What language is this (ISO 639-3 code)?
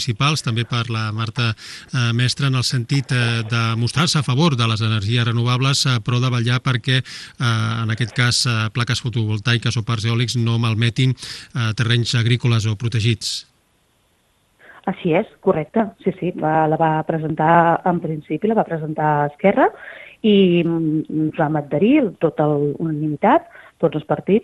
cat